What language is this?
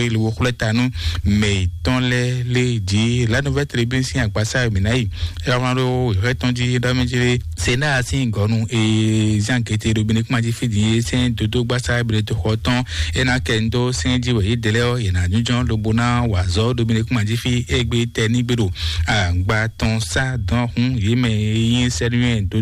Fon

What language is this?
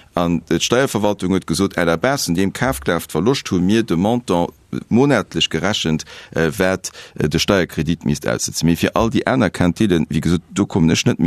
Luxembourgish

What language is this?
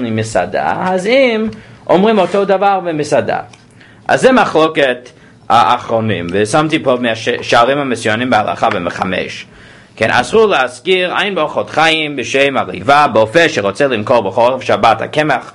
Hebrew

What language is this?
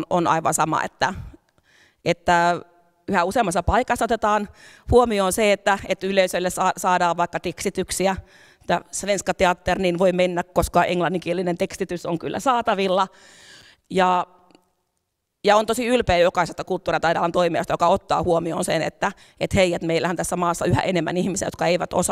Finnish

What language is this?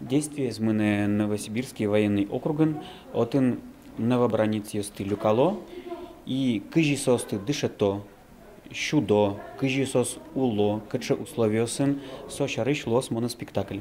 Udmurt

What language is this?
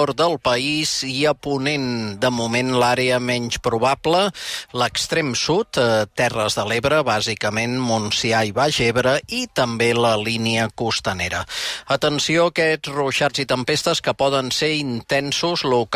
Catalan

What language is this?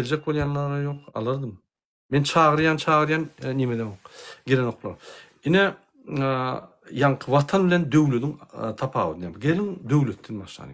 Turkmen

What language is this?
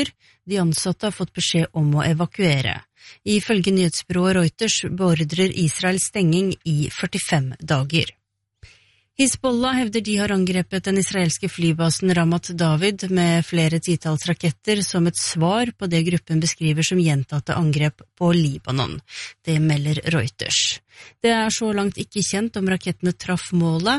Norwegian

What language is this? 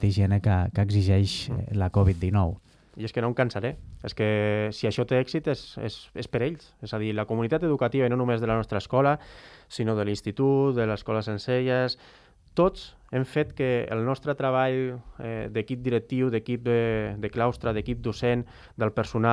Catalan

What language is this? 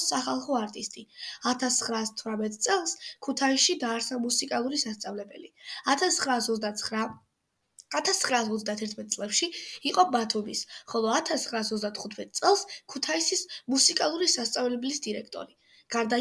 Georgian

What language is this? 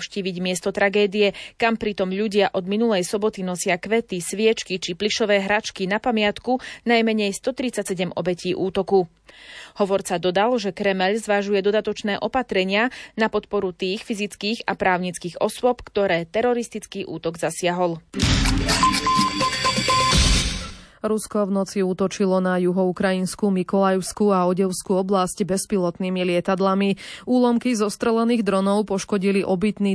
Slovak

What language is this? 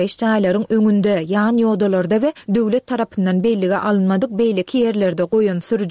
Turkmen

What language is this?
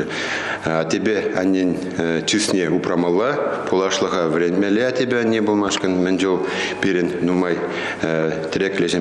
Chuvash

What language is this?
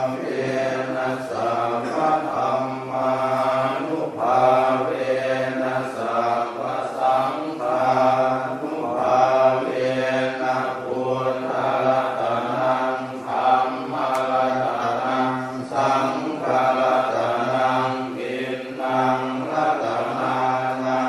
Pali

